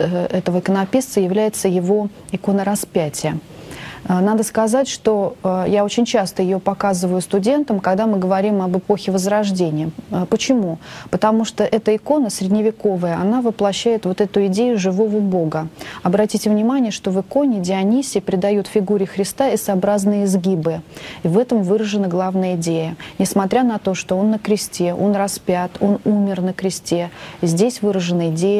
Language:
Russian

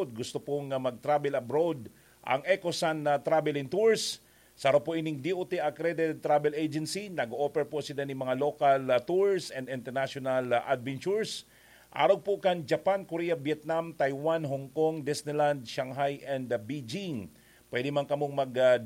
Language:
Bikol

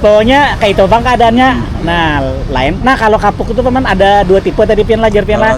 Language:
Banjar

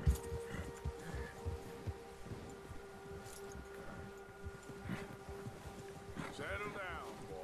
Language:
Turkish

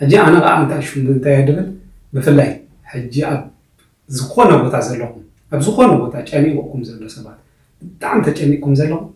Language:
Tigrinya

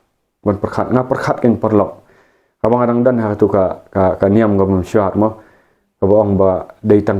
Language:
Khasi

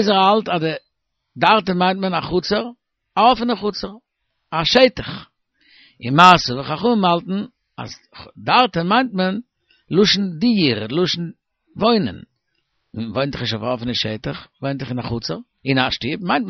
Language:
Yiddish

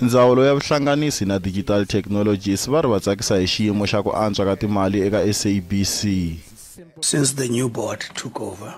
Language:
Tsonga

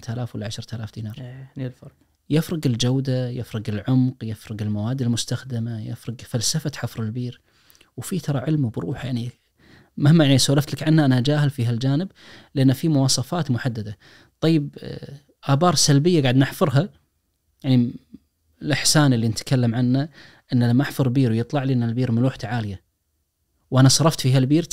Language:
Najdi Arabic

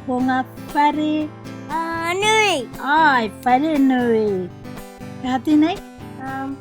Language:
Māori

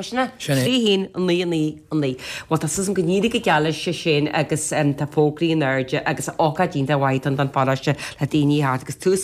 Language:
Irish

